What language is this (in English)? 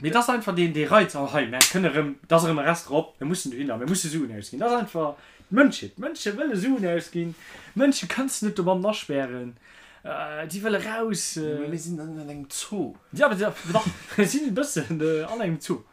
Luxembourgish